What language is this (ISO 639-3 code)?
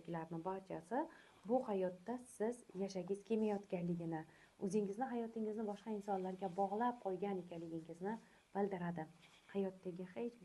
uzb